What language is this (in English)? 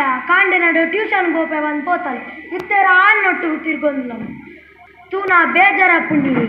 Tulu